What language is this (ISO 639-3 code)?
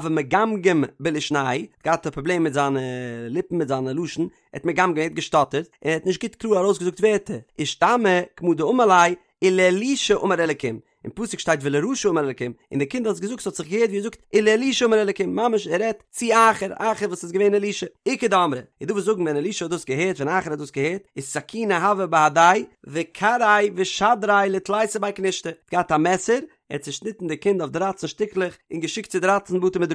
yid